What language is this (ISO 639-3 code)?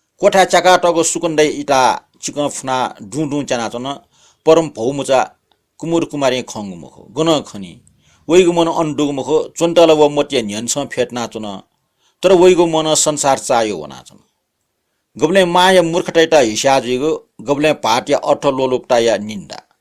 new